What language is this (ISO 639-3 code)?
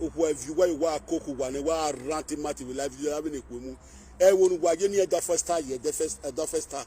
pcm